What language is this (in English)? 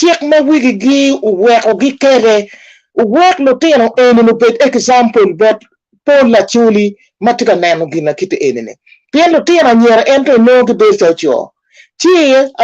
Acoli